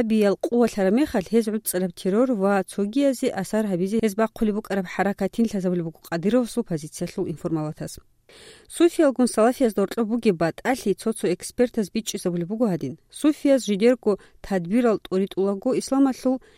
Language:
Avaric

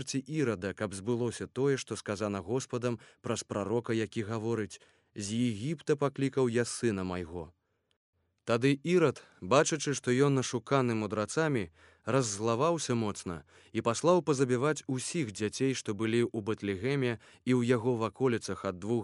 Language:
Belarusian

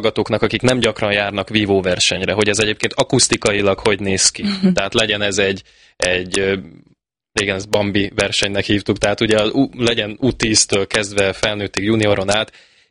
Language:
Hungarian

